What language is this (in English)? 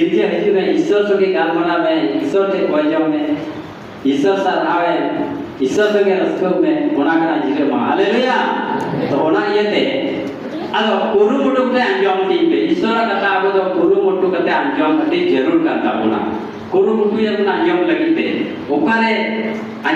Santali